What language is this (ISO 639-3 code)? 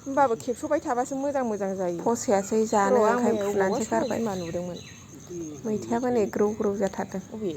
brx